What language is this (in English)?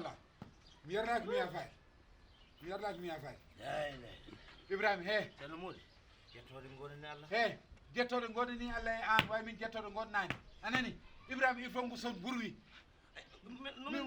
Fula